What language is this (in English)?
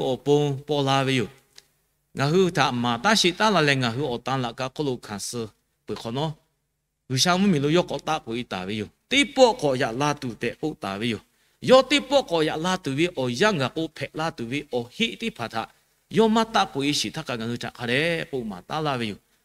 Lahu